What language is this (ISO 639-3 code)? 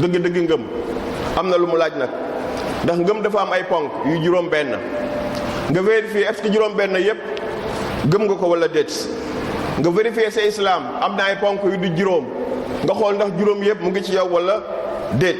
wol